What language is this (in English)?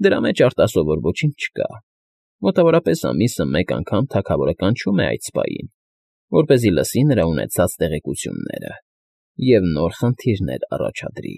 Armenian